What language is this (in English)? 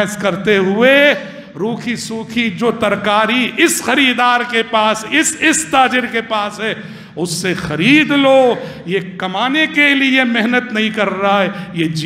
Urdu